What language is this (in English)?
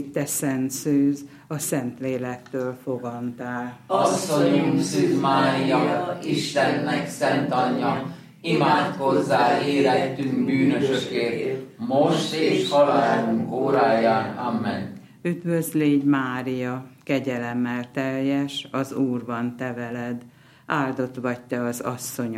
Hungarian